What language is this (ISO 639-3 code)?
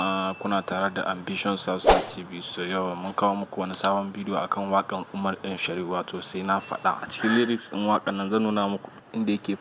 hau